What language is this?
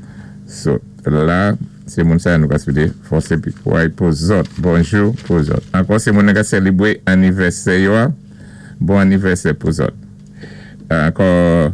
Saint Lucian Creole French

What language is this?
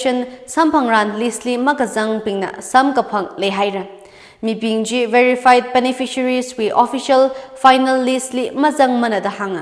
Tangkhul Naga (India)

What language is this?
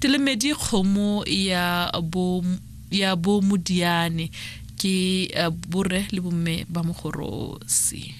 Tswana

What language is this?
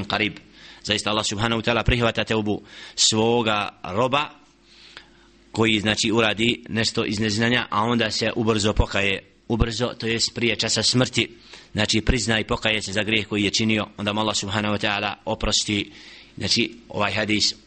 Bosnian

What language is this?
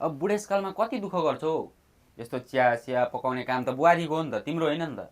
Nepali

